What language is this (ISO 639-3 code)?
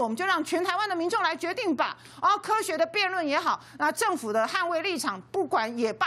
zho